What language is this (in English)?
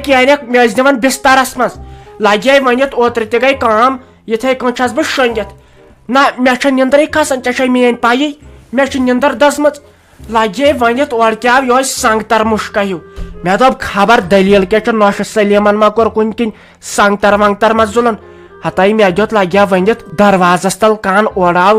Kashmiri